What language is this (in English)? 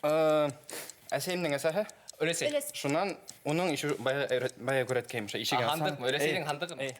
Bashkir